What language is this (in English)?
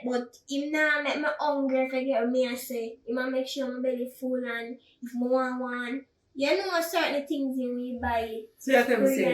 Jamaican Creole English